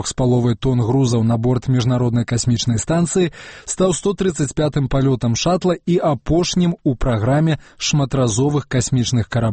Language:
Belarusian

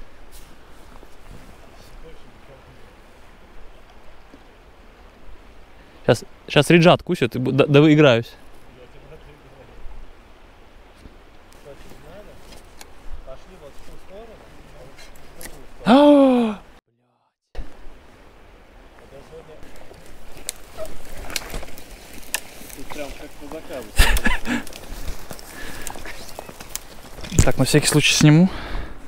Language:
Russian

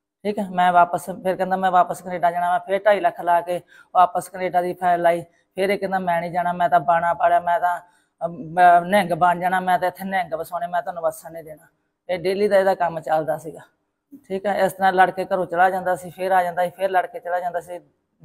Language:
Punjabi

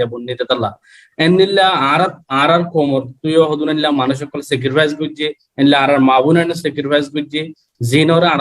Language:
Rohingya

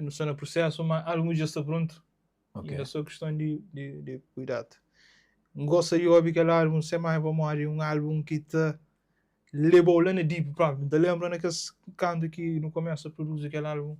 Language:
Kabuverdianu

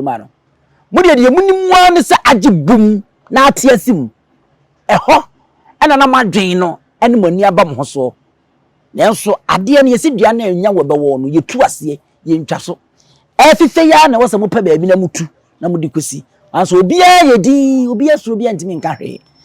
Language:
Akan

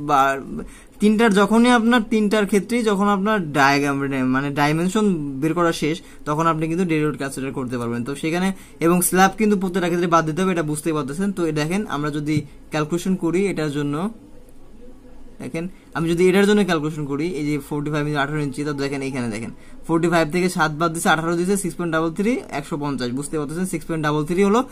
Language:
Bangla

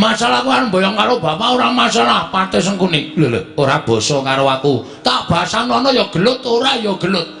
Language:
Javanese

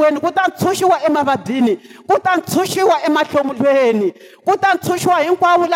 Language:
Tsonga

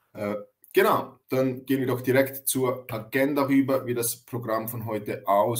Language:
German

